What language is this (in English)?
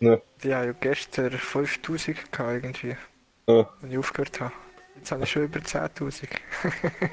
Swiss German